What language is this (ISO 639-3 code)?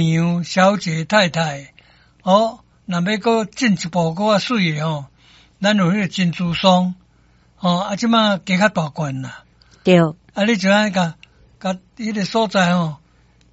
nan